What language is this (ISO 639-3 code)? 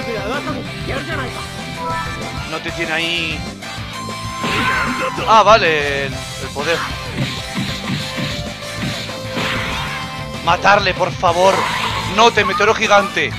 spa